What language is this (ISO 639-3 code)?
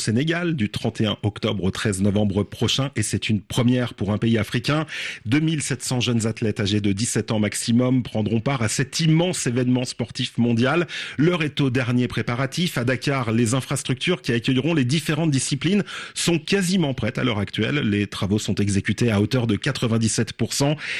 fra